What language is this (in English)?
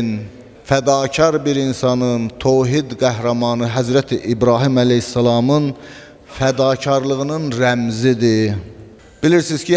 Azerbaijani